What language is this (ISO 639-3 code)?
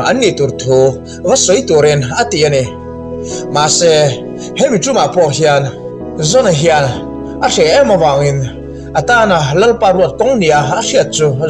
lus